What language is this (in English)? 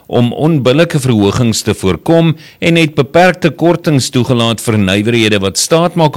Afrikaans